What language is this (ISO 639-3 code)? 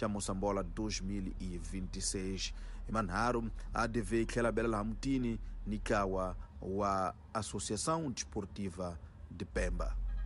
tso